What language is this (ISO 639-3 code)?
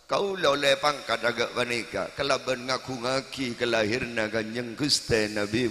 mad